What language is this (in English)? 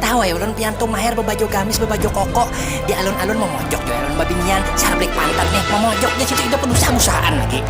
Banjar